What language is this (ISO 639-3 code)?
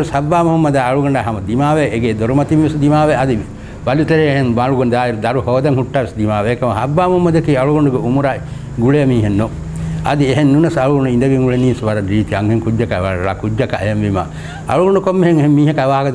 div